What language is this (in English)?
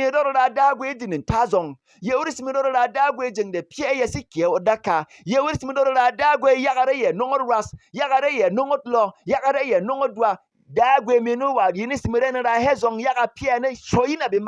Berom